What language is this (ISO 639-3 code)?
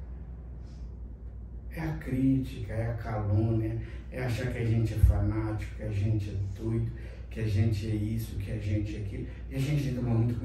por